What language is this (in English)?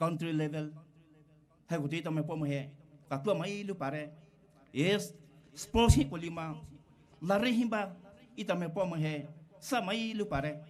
Poumei Naga